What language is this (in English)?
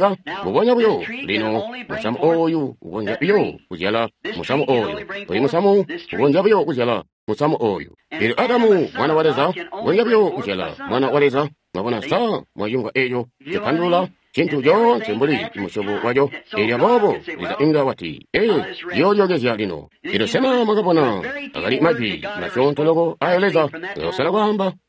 Tonga (Zambia)